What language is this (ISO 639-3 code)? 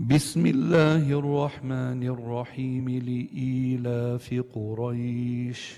ara